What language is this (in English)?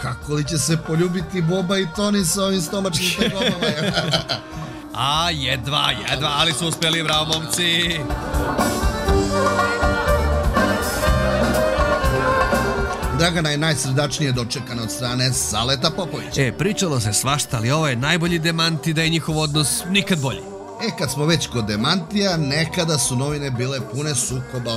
Serbian